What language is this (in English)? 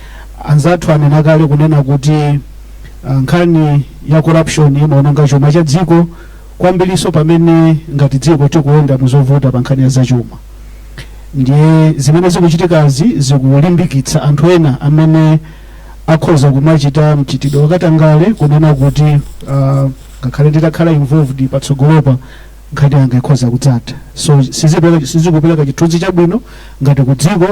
Nyanja